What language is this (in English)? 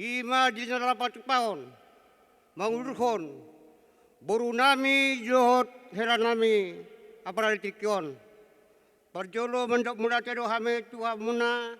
Batak Toba